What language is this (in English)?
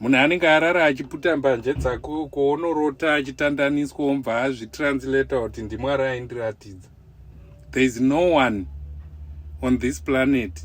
Shona